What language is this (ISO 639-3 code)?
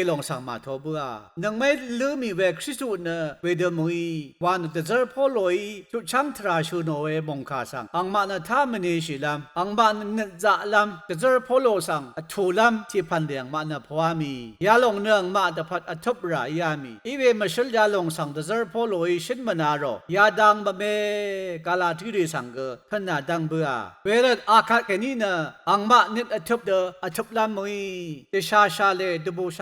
raw